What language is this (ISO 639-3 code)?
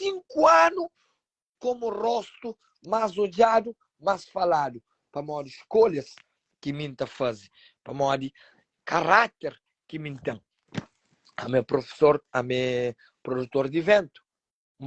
kea